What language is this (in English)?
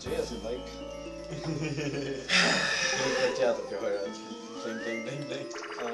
Faroese